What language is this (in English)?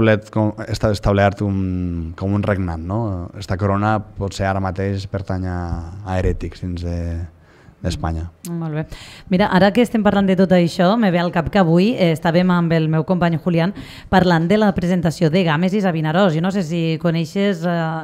Catalan